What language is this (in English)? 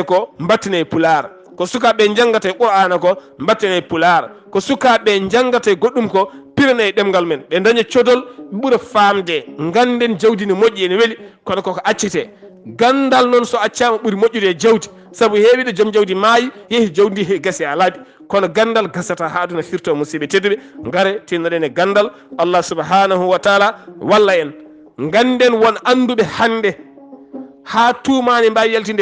Fula